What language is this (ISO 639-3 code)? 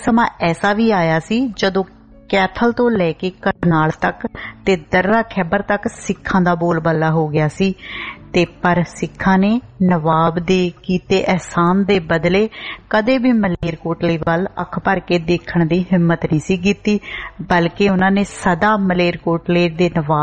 pan